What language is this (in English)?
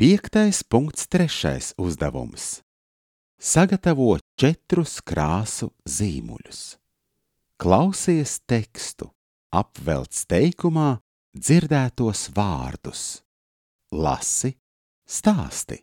Latvian